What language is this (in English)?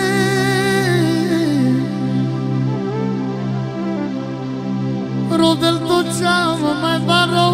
Romanian